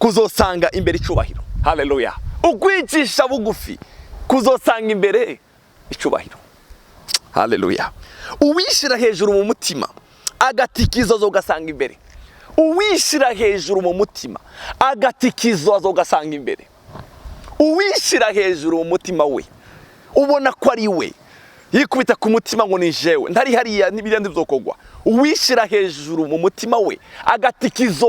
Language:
Rundi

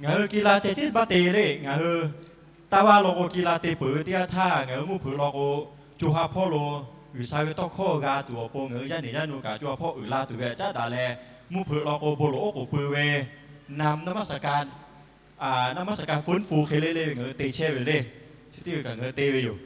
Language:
Lahu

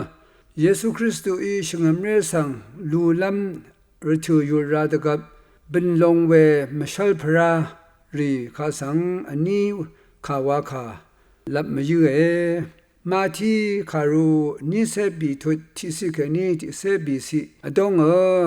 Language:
Rawang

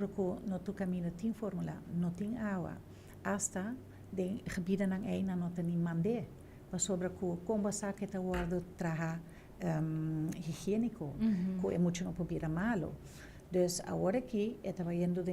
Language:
Papiamento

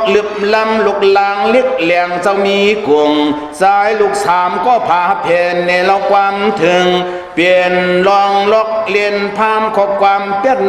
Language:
Shan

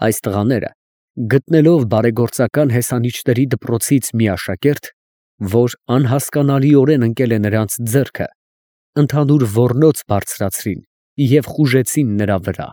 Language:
Armenian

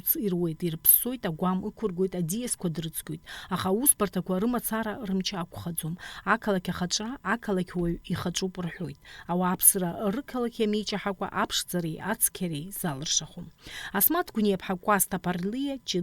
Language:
Abkhazian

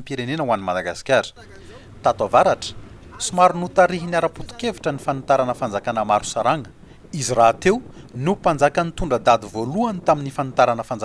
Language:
Malagasy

